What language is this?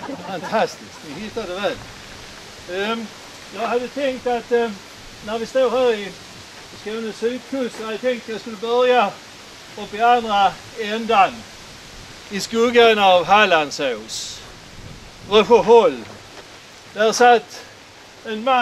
Swedish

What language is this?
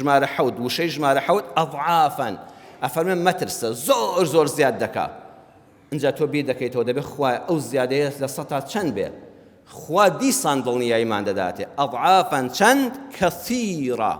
Central Kurdish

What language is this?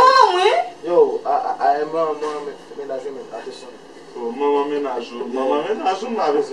Haitian Creole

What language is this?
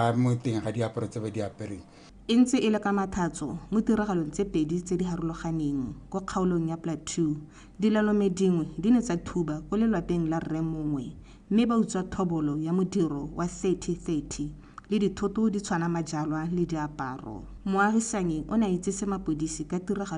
Tswana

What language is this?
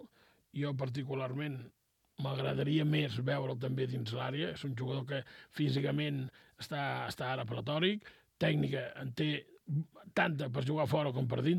Catalan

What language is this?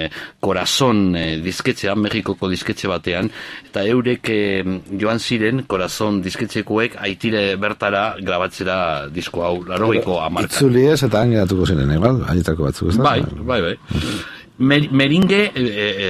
Basque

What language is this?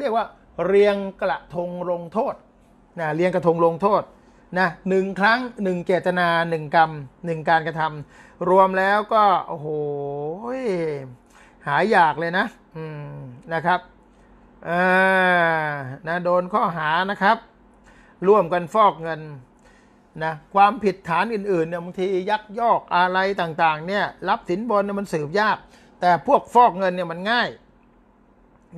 Thai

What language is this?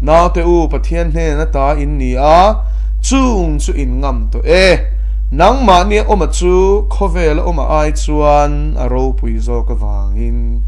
Mizo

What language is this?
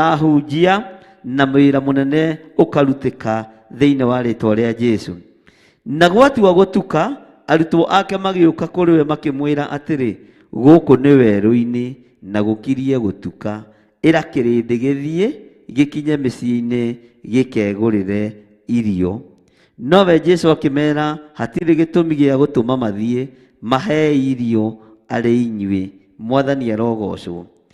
Kikuyu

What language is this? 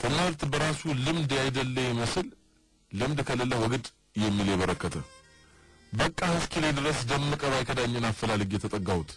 Amharic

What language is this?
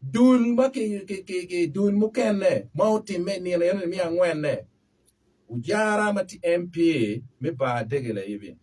Acoli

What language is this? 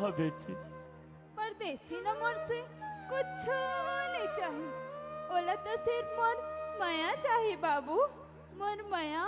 Chhattisgarhi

